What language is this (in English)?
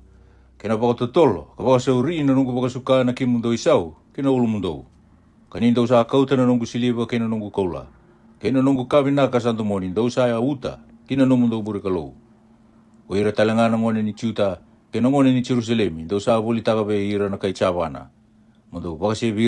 Fijian